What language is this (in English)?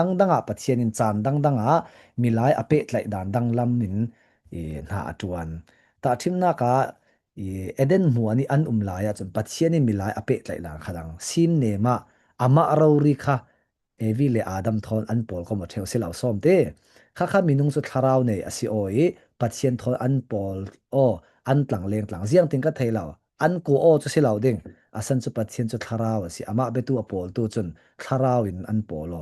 Falam Chin